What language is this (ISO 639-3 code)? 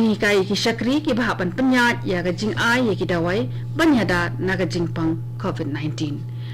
kha